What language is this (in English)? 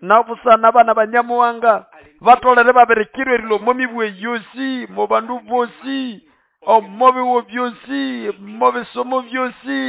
Nande